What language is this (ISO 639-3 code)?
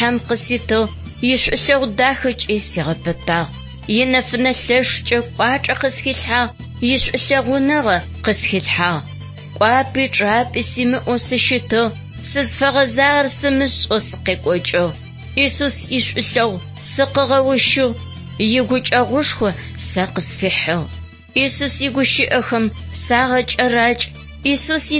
ady